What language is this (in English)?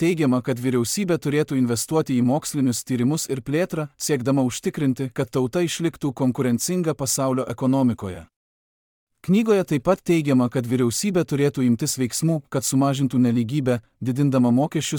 Lithuanian